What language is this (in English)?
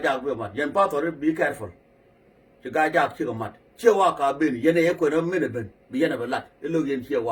Nuer